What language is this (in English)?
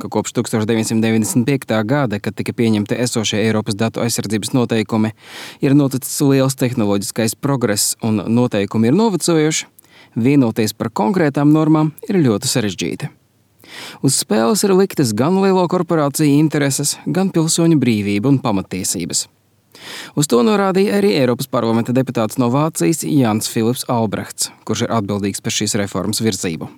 Latvian